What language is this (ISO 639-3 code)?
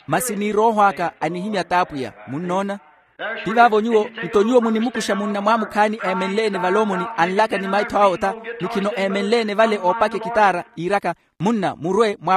vmw